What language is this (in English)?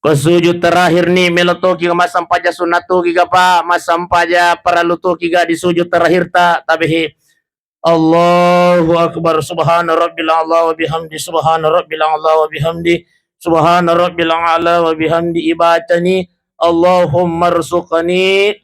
Buginese